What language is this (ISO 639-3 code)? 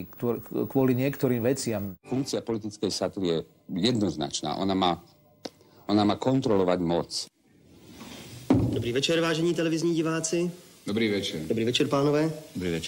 slk